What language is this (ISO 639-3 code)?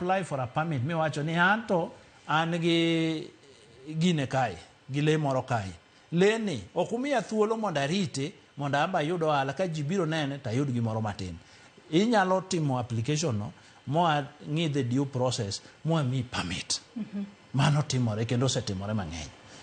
luo